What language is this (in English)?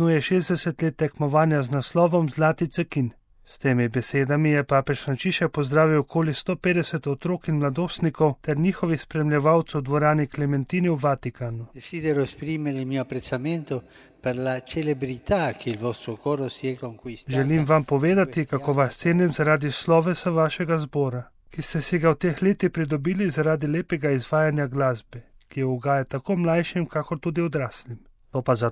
Slovenian